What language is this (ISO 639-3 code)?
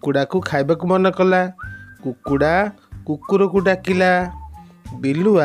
ori